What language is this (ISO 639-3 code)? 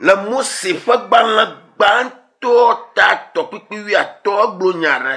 ewe